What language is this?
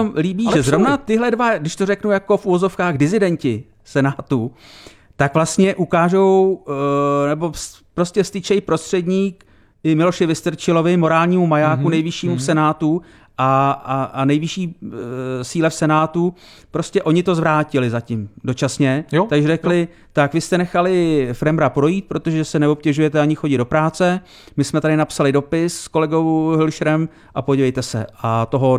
Czech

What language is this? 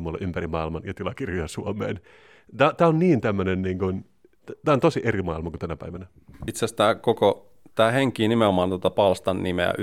Finnish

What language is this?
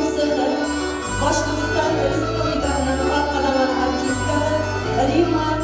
Bashkir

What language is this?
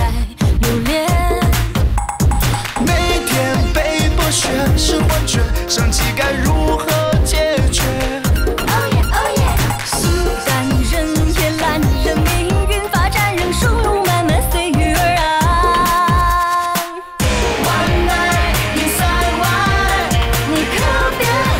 Chinese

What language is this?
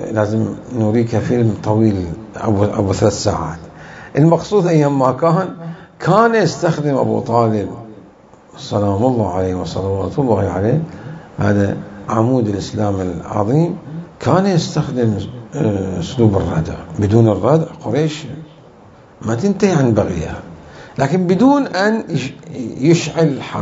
Mesopotamian Arabic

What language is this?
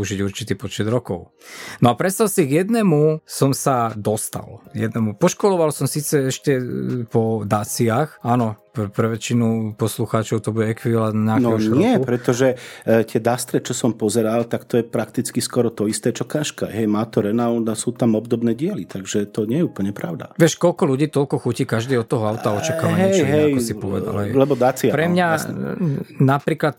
Slovak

